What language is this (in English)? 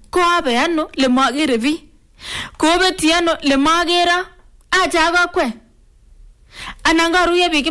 Swahili